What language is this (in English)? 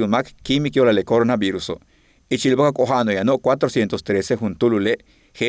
Yucateco